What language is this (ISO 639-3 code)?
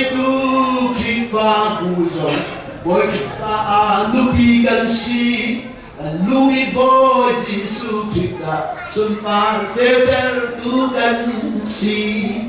cnh